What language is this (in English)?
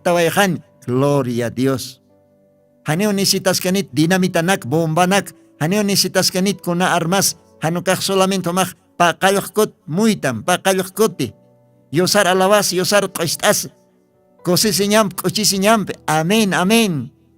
Aymara